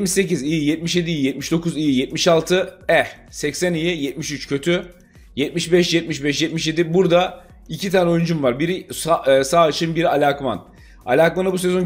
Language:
Turkish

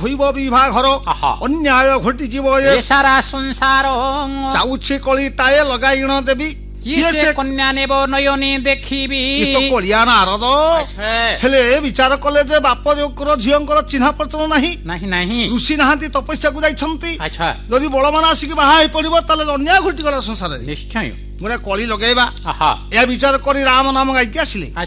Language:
Odia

